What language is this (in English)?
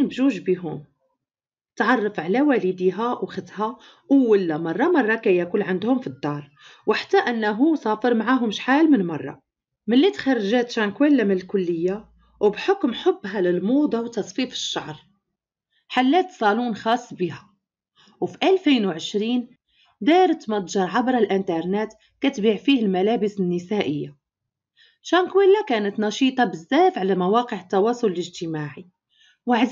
Moroccan Arabic